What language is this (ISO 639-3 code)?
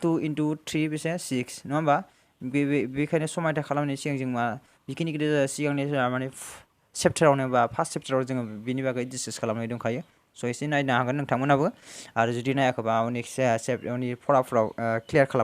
brx